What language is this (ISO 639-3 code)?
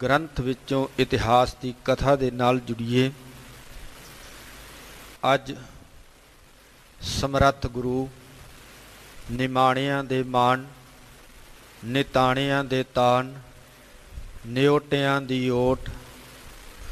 pan